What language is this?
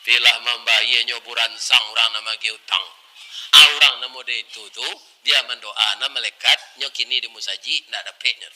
Minangkabau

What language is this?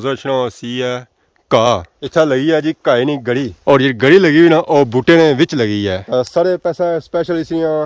Pahari-Potwari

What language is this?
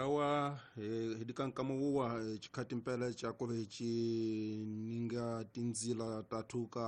Tsonga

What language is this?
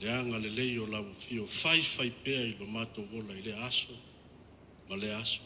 Samoan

